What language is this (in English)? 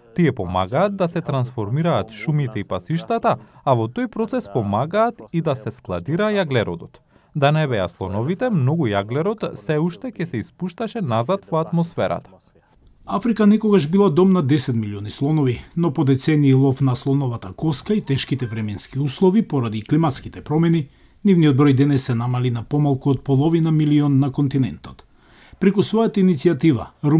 Macedonian